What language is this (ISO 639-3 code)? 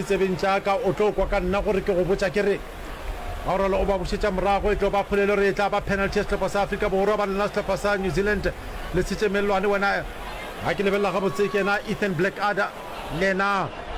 nso